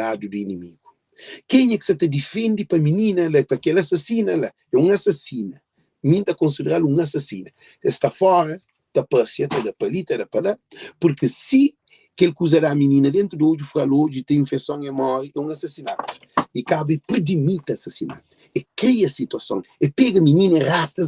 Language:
Kabuverdianu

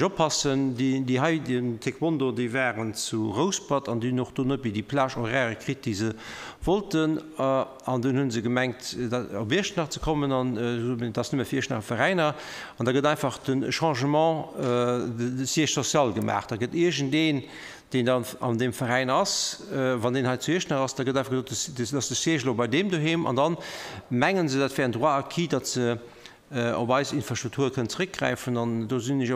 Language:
Luxembourgish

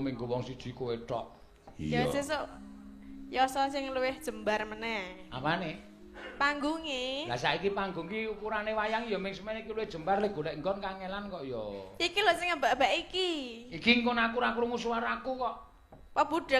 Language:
Javanese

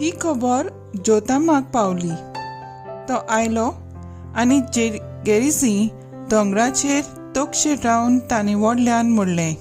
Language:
Konkani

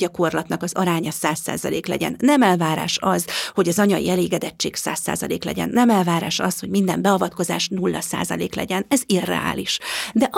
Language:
Hungarian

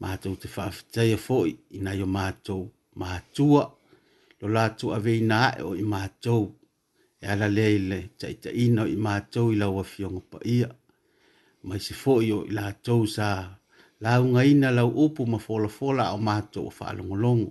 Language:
Samoan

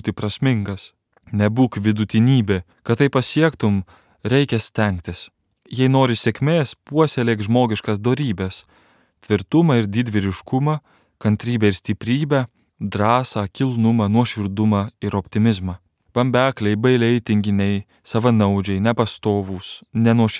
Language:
Lithuanian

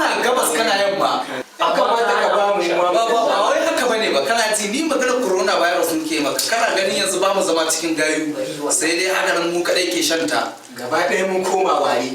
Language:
Hausa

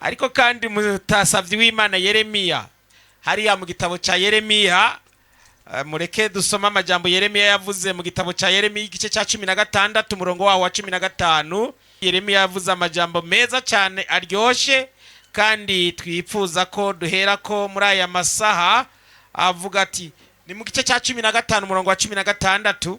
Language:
Rundi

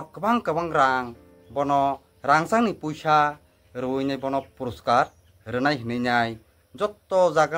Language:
Kok Borok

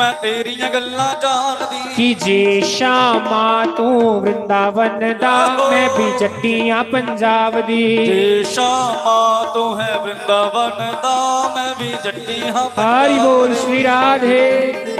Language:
Dogri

